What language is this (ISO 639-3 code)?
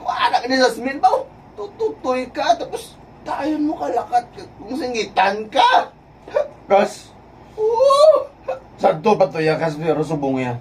hil